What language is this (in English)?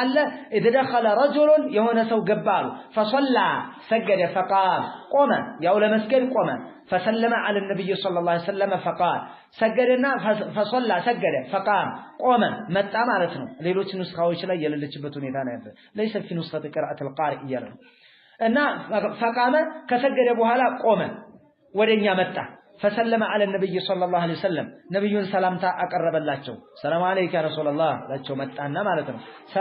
Amharic